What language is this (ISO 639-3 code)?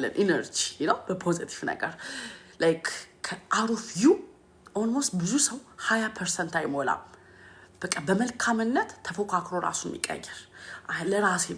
amh